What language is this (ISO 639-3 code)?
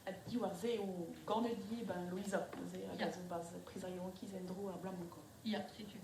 bre